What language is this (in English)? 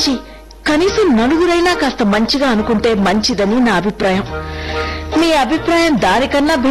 Telugu